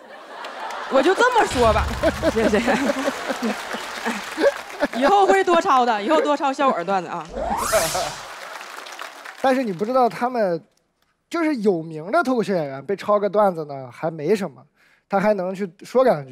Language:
Chinese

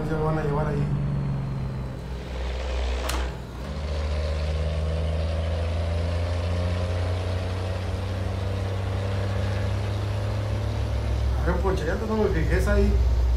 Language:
Spanish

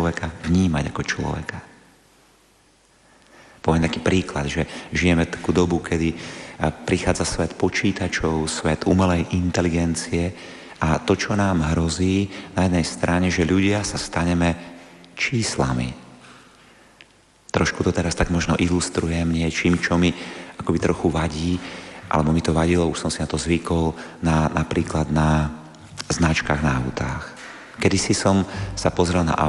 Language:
Slovak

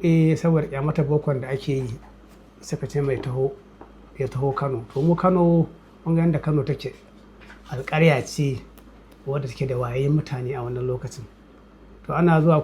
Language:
Hausa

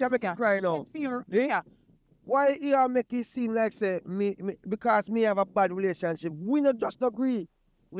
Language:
Jamaican Creole English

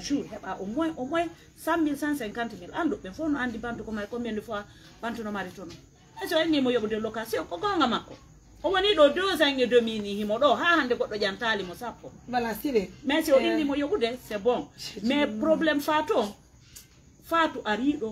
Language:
Pular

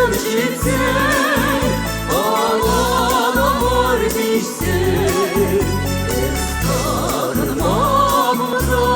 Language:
Chuvash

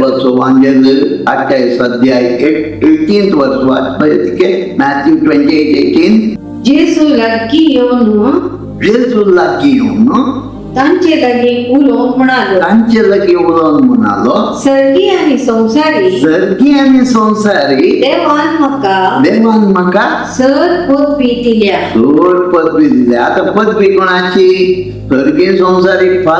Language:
Konkani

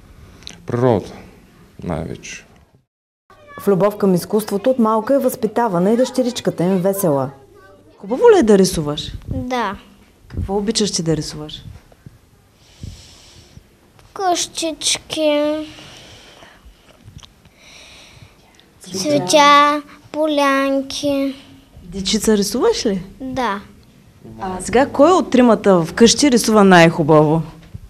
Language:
Bulgarian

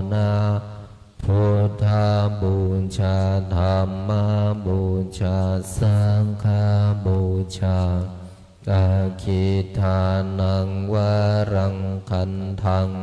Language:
Pali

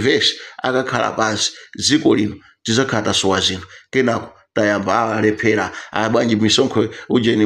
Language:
Nyanja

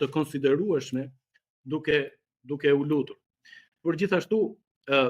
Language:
Albanian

